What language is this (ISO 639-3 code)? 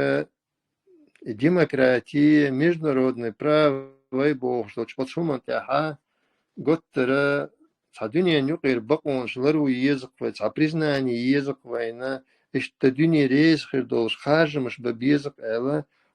che